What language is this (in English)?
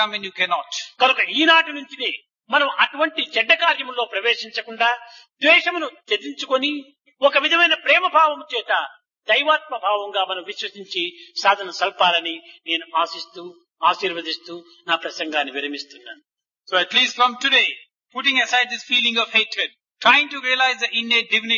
Telugu